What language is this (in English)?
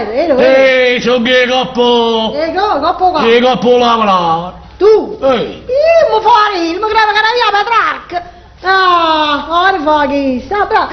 Neapolitan